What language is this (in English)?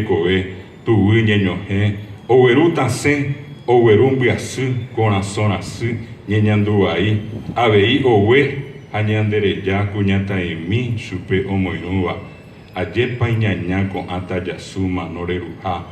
Guarani